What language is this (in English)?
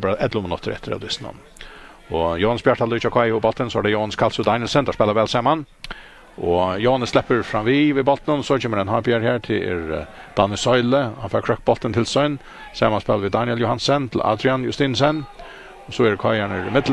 Faroese